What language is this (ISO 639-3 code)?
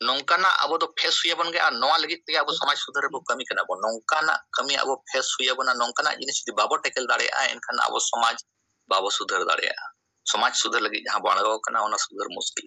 sat